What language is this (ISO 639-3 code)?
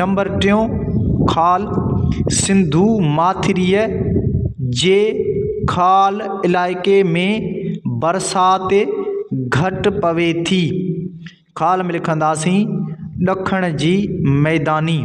snd